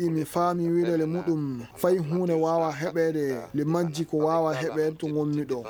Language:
Fula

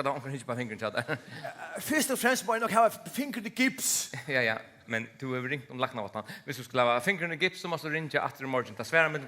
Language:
Faroese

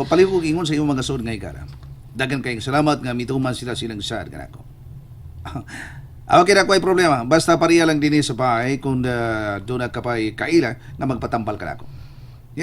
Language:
Cebuano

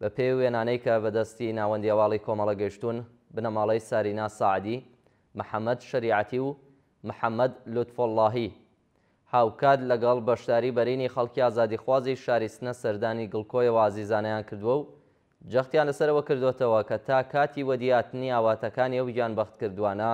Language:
Central Kurdish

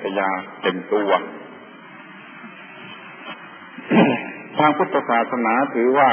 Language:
Thai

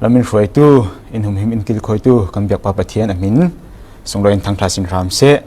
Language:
Falam Chin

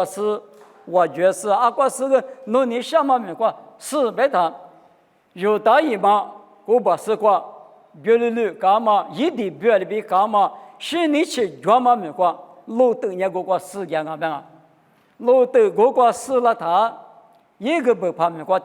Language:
Lisu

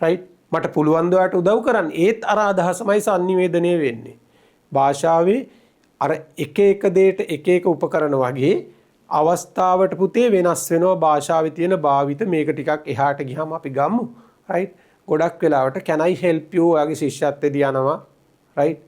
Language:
Sinhala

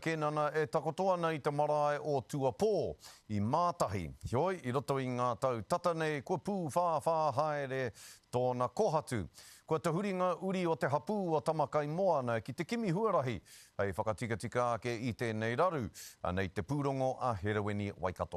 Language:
Māori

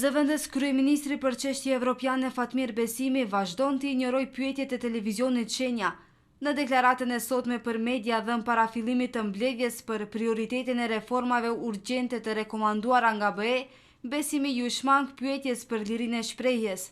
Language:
Albanian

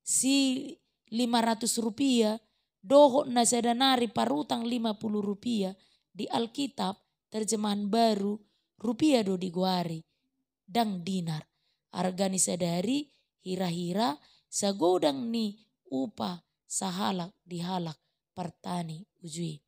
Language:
Batak Toba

